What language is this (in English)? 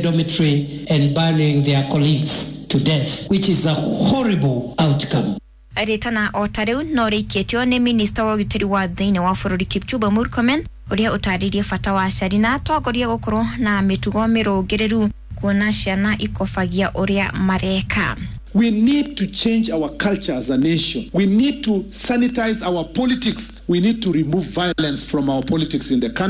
Kikuyu